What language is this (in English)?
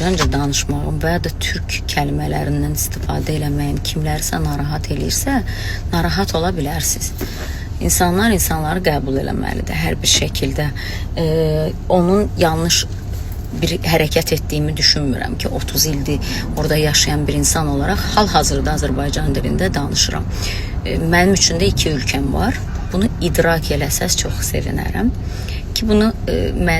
Azerbaijani